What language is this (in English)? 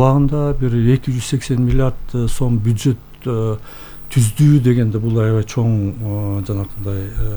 Kyrgyz